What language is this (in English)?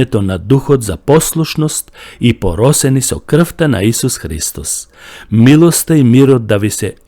Macedonian